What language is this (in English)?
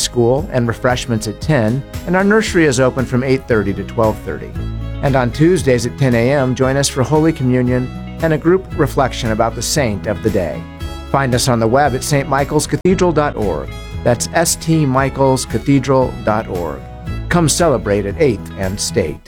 English